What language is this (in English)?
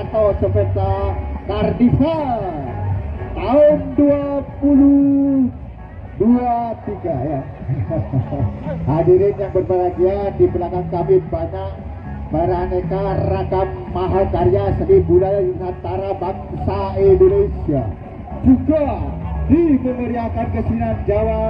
Indonesian